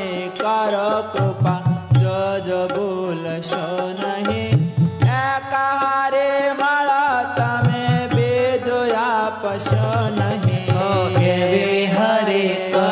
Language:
Gujarati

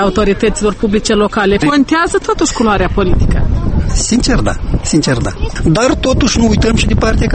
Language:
Romanian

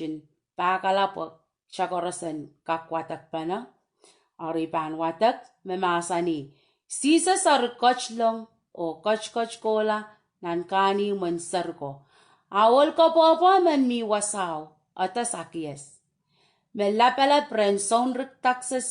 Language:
Pohnpeian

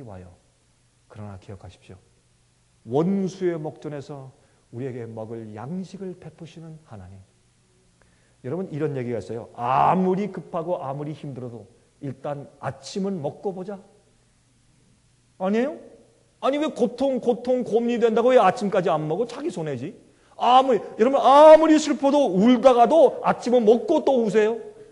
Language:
Korean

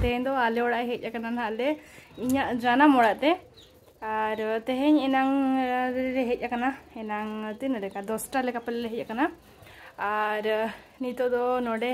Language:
Santali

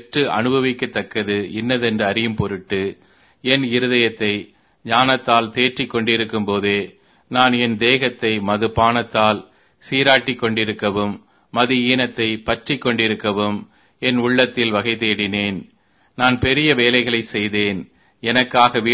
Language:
Tamil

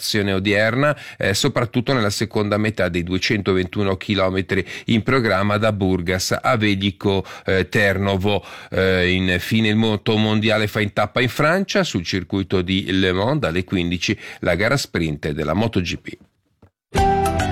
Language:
Italian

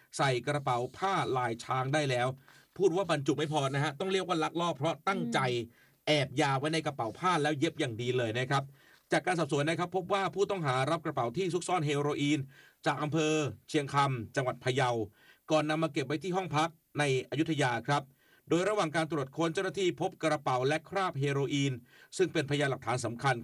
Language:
Thai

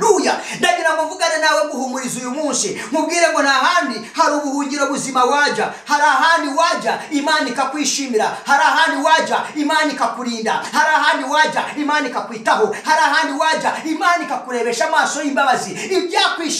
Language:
Kinyarwanda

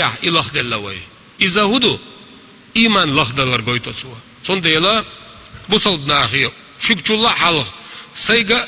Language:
Chechen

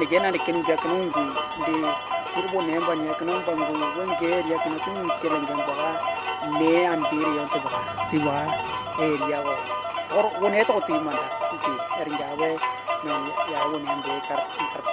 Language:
Western Dani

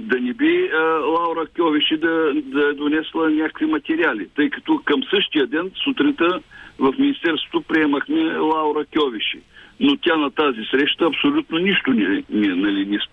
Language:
Bulgarian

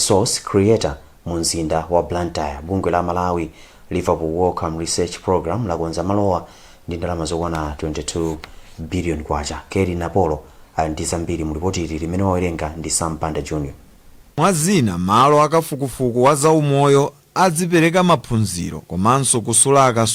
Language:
Nyanja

